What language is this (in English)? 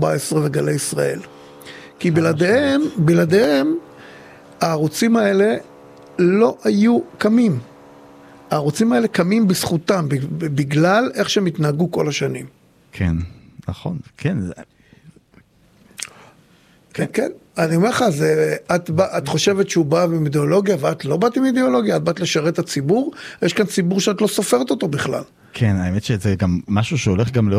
Hebrew